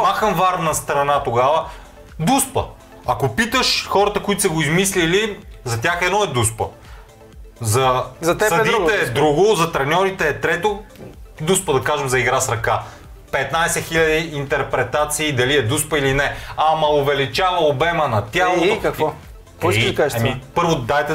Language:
Bulgarian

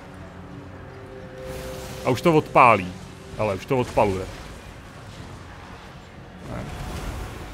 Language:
Czech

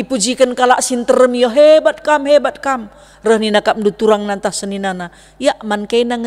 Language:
Batak Karo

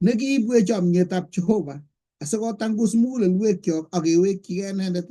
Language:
Kalenjin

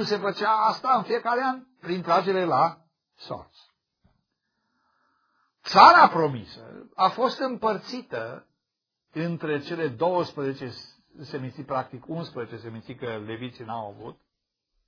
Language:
Romanian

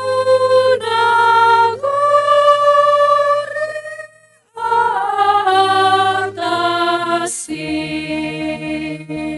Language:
Batak Simalungun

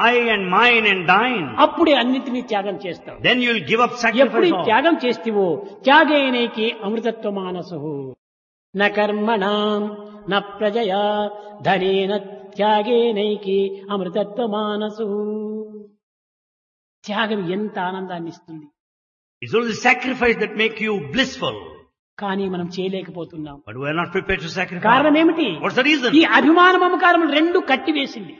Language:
Telugu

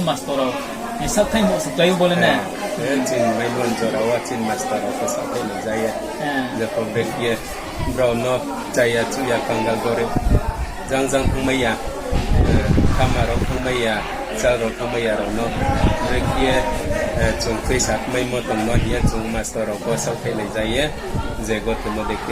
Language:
Riang (India)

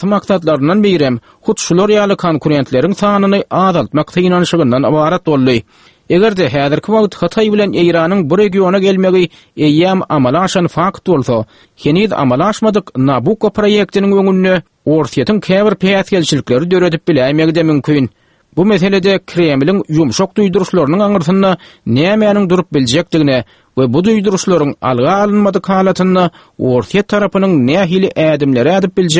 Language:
Turkmen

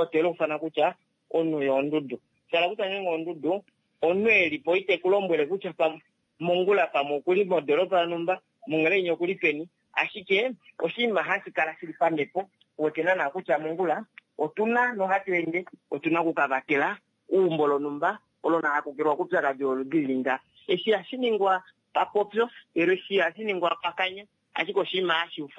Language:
Kuanyama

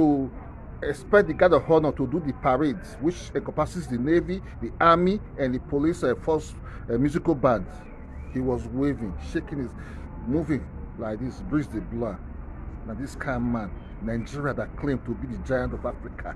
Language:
Nigerian Pidgin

